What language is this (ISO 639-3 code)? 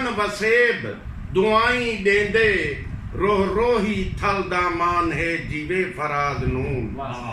skr